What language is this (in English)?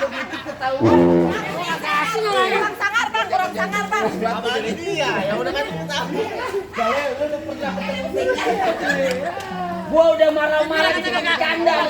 Betawi